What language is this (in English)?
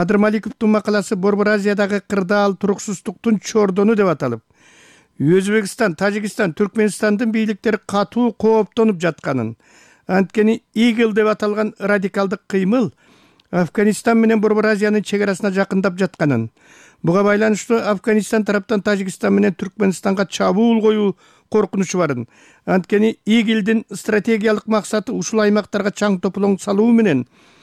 Kyrgyz